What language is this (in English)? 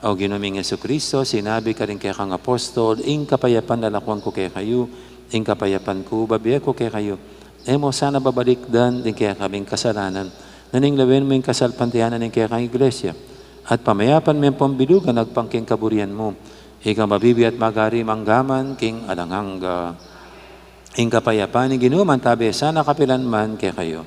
Pampanga